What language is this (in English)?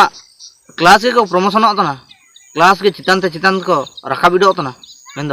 Ho